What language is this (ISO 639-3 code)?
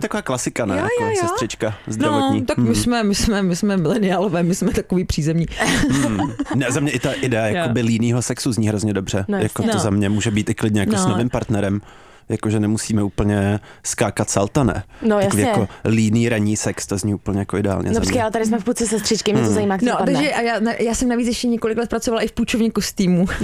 ces